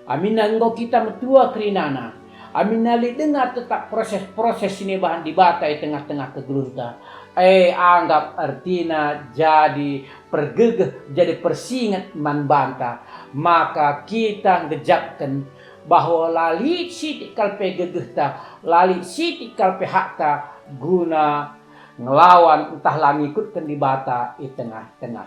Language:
Batak Karo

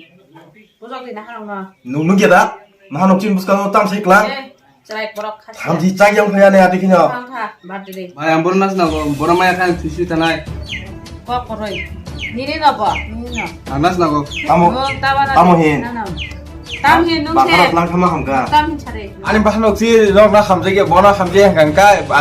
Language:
Kok Borok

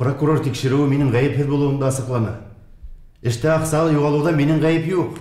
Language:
Bashkir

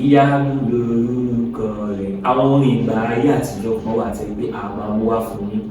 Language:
Yoruba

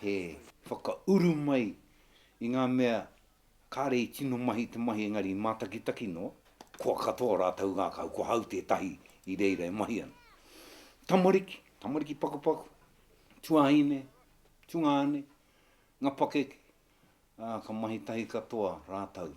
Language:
Māori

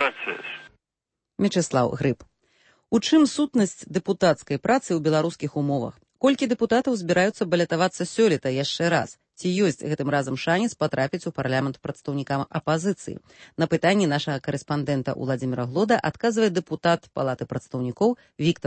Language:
Belarusian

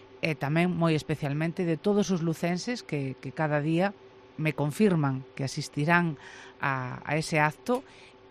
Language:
Galician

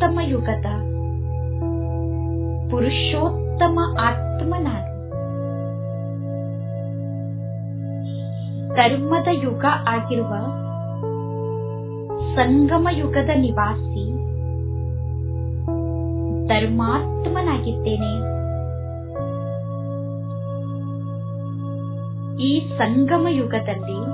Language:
Kannada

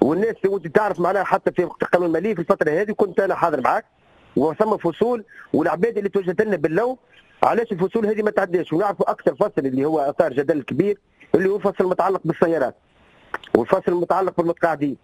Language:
Tunisian Arabic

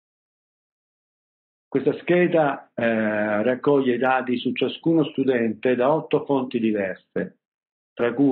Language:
Italian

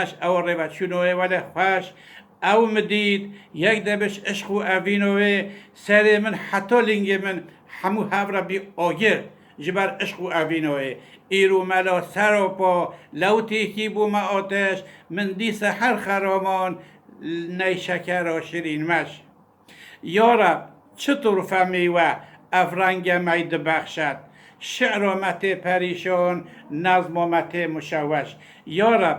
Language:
Kurdish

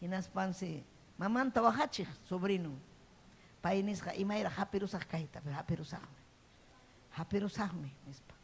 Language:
Ayacucho Quechua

